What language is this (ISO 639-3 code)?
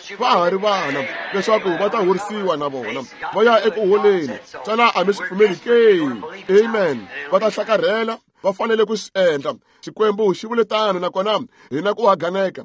tso